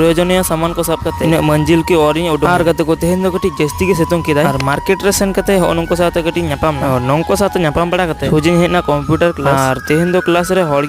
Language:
Santali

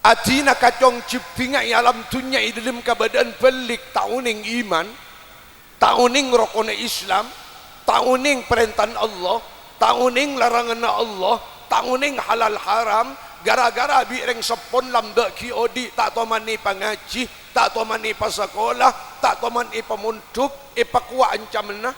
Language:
Madurese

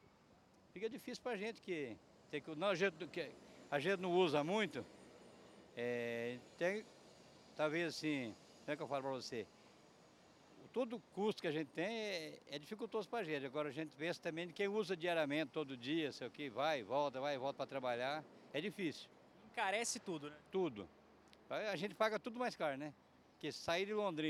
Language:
Portuguese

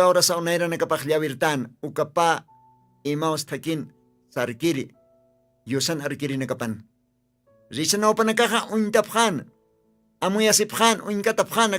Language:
Aymara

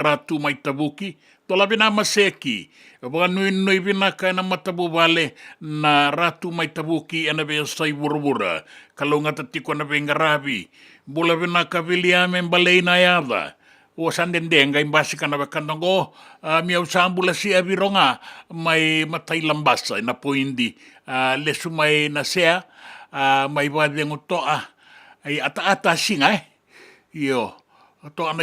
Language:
Fijian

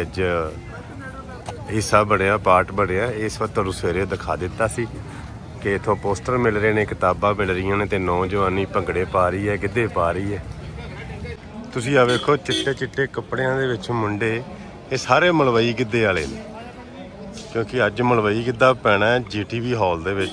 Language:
Punjabi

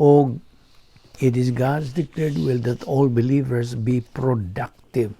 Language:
Cebuano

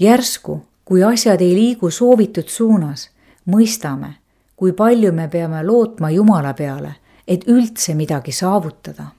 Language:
Estonian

